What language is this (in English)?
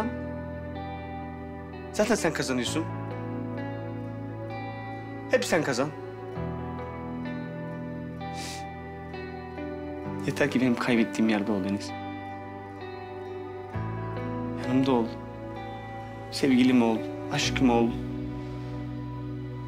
Turkish